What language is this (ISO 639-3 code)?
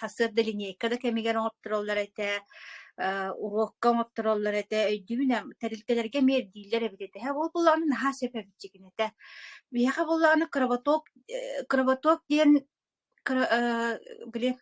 sah